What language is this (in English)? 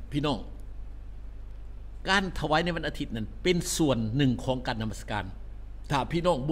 Thai